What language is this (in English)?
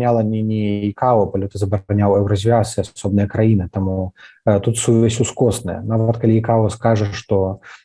Belarusian